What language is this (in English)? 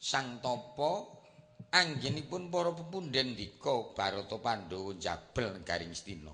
Javanese